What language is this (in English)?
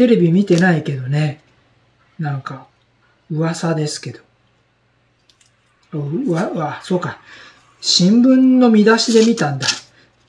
Japanese